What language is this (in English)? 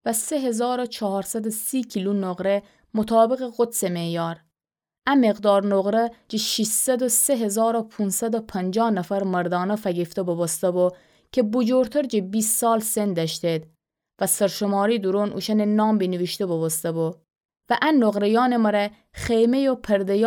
Gilaki